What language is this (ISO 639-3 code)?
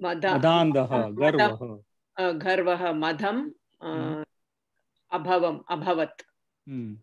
san